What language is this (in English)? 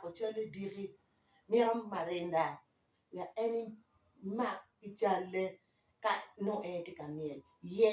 Acoli